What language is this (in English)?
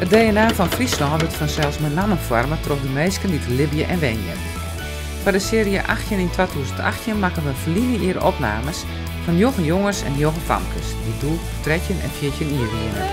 Western Frisian